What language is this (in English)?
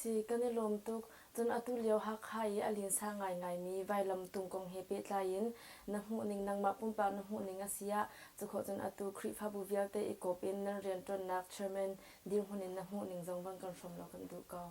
Hakha Chin